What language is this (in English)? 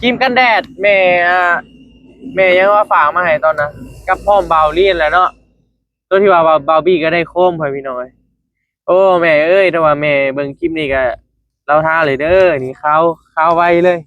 Northeastern Thai